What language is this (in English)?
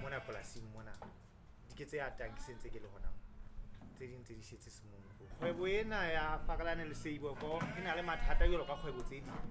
Southern Sotho